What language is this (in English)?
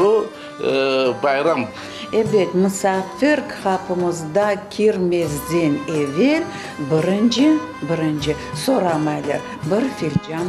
Crimean Tatar